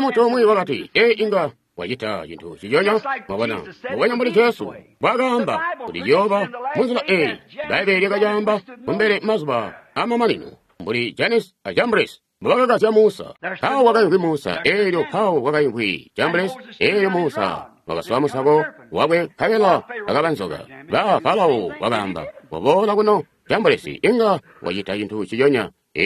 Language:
Tonga (Zambia)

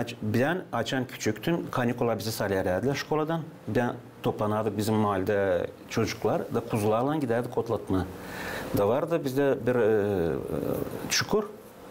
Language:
Gagauz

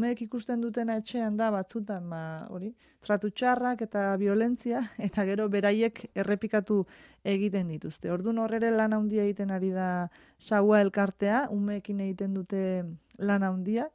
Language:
Basque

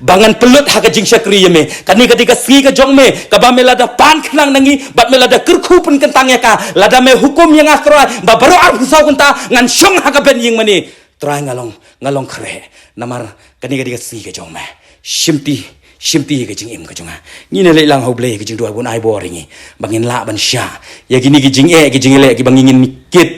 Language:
Khasi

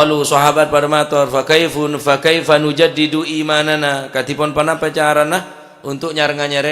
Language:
Madurese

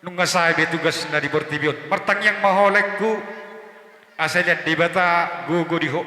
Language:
Batak Toba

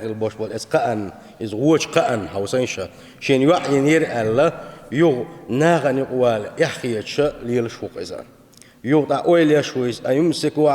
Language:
Chechen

